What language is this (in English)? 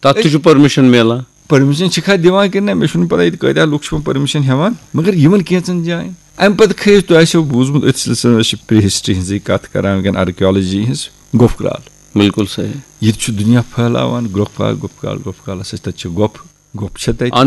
Kashmiri